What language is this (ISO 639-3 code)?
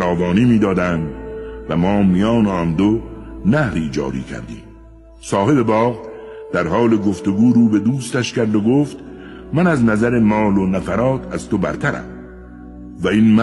tgk